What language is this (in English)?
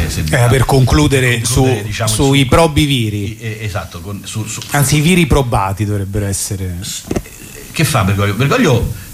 Italian